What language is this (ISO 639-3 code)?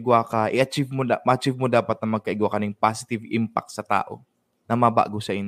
bik